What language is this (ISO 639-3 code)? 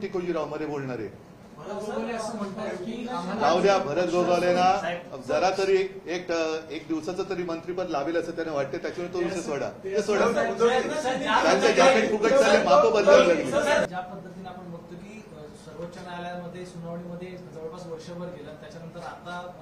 mar